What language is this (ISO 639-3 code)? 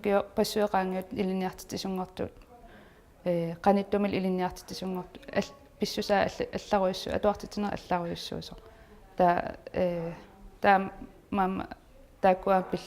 kal